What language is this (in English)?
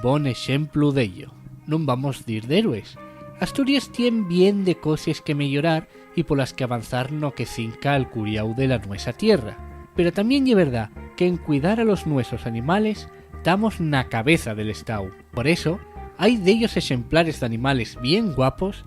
Asturian